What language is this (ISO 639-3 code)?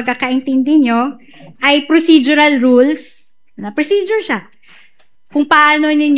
fil